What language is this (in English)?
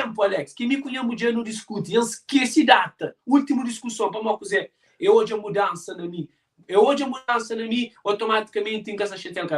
Kabuverdianu